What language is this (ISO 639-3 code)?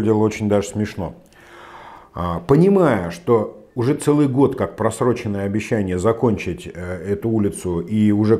rus